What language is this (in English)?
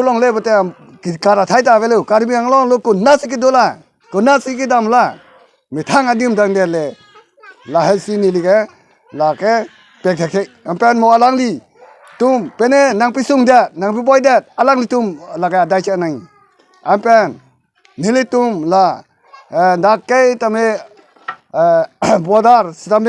Karbi